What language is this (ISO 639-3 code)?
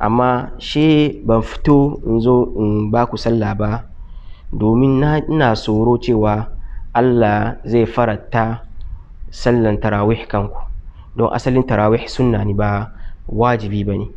hau